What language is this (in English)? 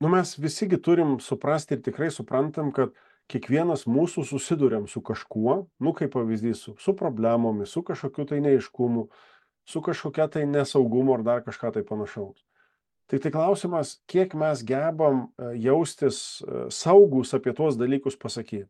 Lithuanian